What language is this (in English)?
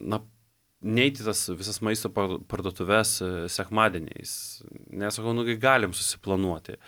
Lithuanian